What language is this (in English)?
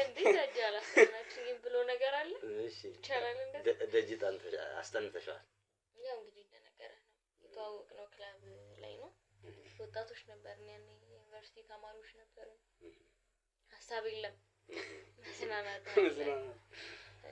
Amharic